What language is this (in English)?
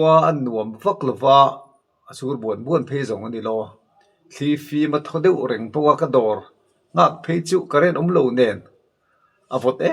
Mizo